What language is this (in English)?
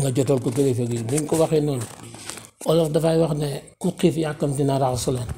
Wolof